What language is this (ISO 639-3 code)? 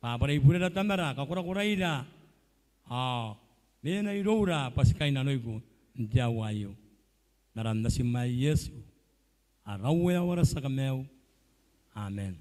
gil